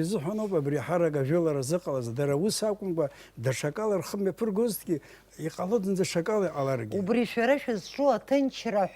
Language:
Abkhazian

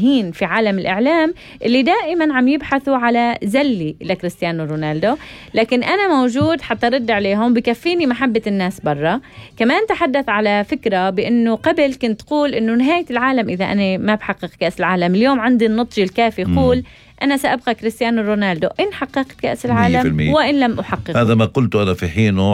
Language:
North Levantine Arabic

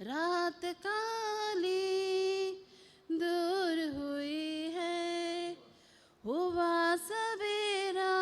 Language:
Konkani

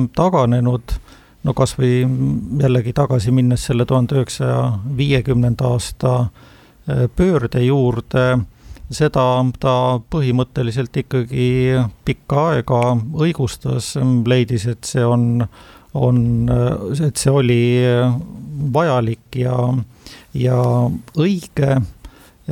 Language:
Estonian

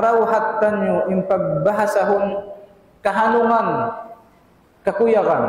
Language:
Tausug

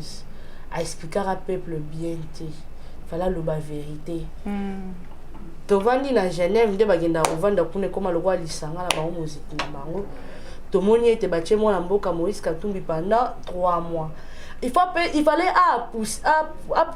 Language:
Lingala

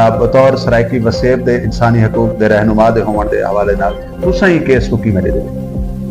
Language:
Saraiki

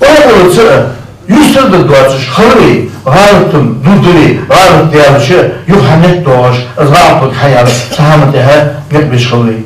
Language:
Ingush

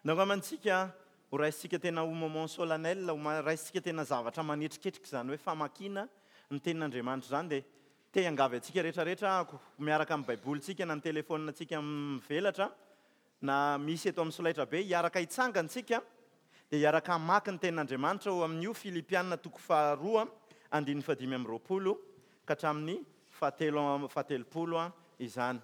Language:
Malagasy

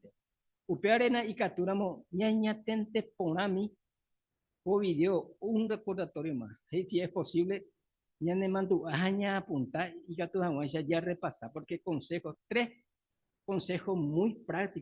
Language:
Guarani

